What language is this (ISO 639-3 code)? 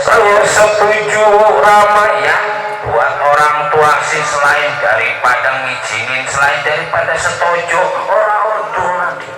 bew